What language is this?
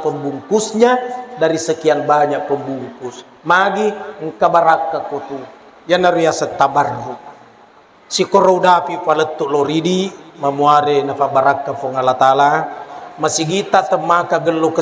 Buginese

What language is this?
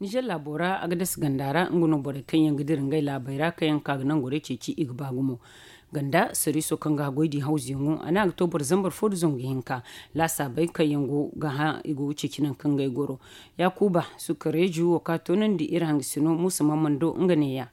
Zarma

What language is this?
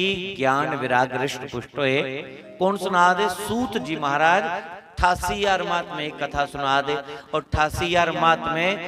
Dogri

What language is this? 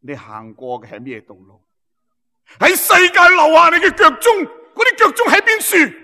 Cantonese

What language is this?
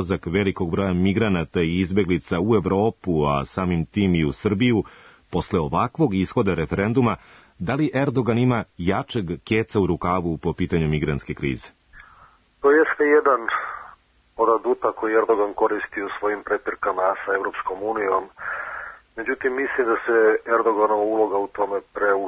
Serbian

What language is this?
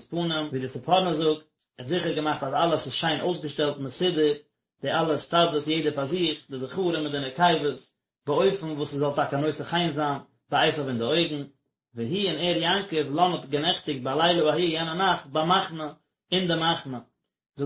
Yiddish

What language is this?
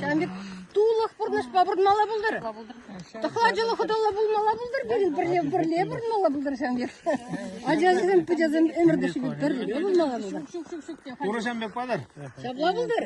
Chuvash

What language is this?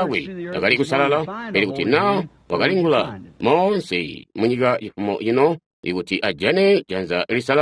Tonga (Zambia)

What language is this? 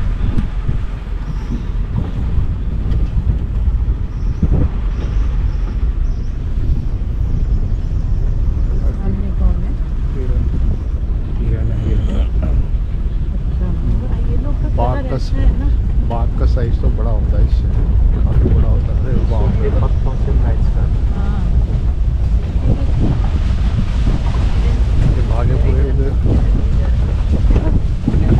Hindi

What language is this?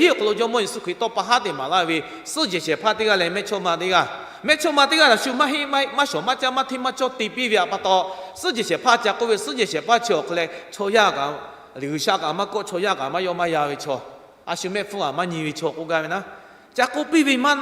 Lahu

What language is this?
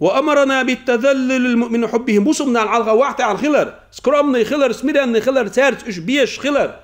Chechen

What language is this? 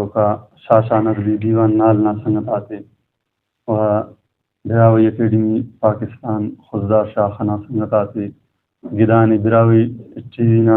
Brahui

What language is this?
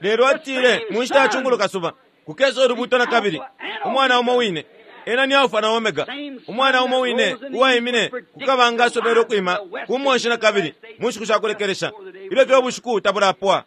Bemba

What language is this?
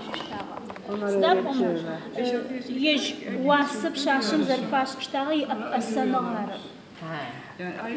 Adyghe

